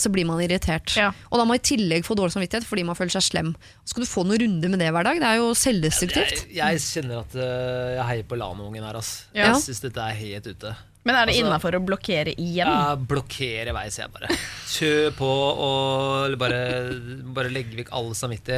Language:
Norwegian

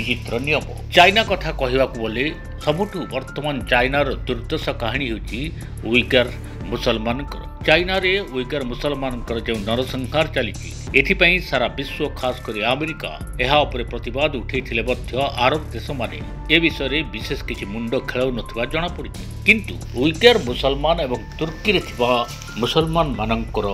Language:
Odia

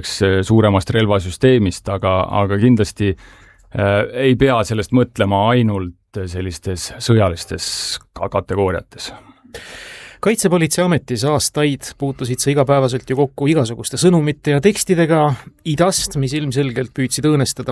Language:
Estonian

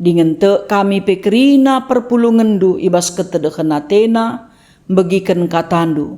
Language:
Batak Karo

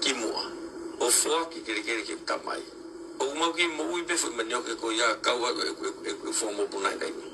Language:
Tongan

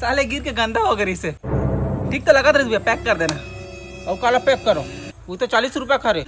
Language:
Chhattisgarhi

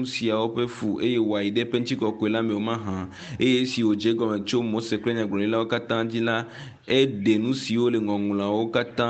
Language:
Ewe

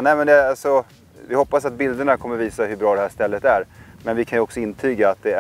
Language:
Swedish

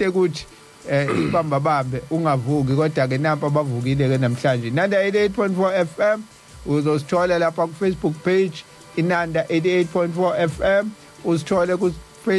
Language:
Zulu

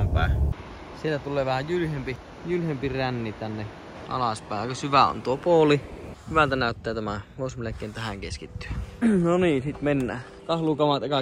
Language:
Finnish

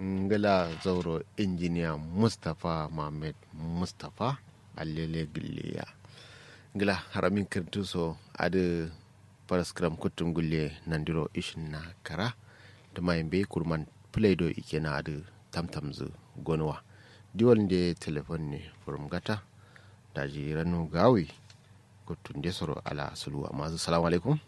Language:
Kanuri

